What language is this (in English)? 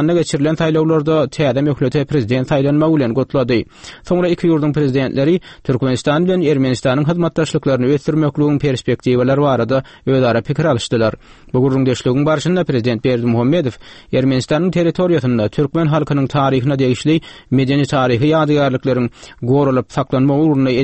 Turkmen